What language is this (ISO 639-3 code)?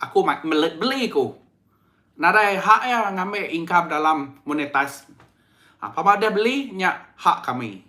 iba